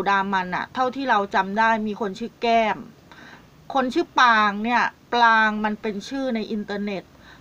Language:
Thai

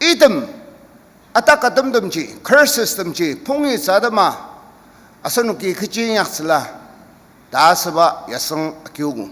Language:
Ao Naga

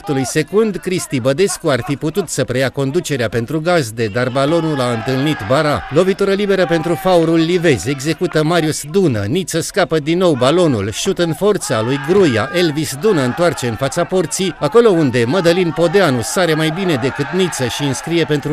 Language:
Romanian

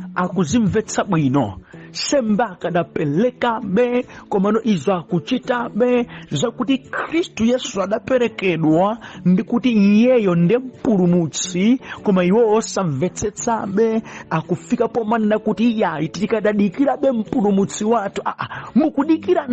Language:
Nyanja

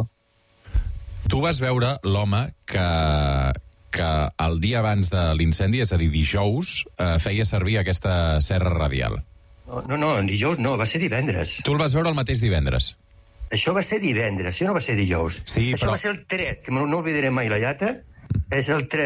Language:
Catalan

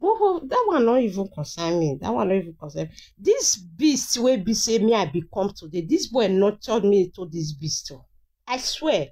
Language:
Nigerian Pidgin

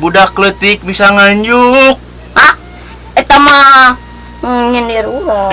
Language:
Sundanese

